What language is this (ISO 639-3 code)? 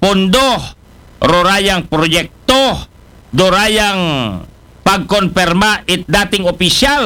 akl